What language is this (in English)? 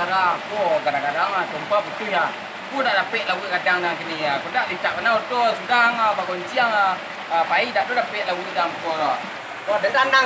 Minangkabau